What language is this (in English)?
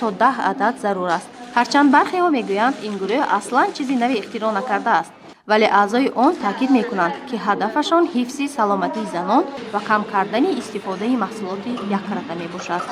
Tajik